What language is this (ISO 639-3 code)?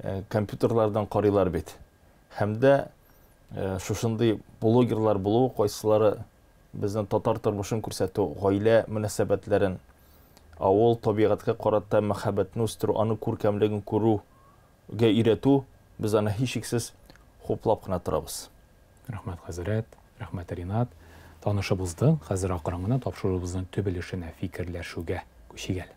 tat